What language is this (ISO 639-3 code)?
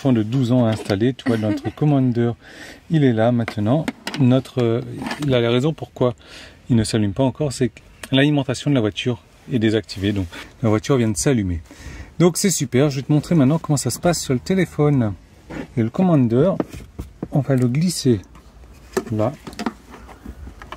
fra